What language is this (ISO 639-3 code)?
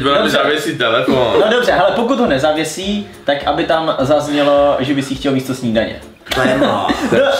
ces